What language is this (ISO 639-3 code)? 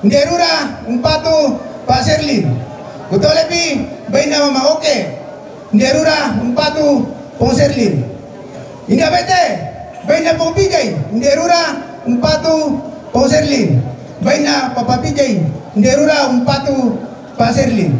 sda